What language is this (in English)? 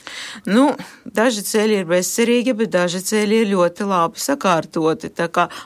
Latvian